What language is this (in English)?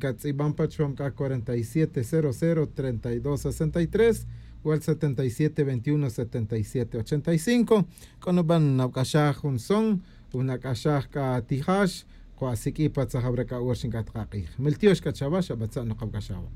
Tz'utujil